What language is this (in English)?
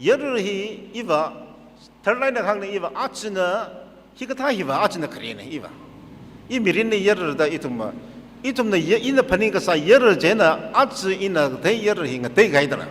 Tangkhul Naga (India)